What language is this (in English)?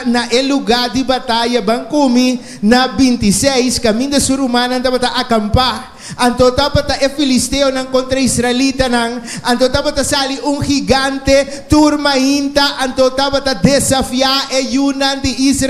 Papiamento